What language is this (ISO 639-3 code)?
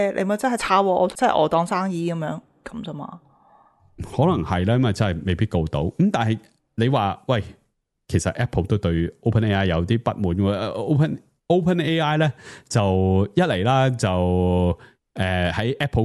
yue